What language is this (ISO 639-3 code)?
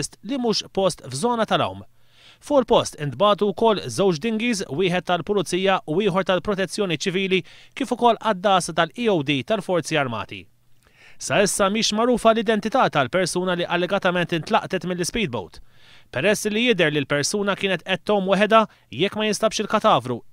mlt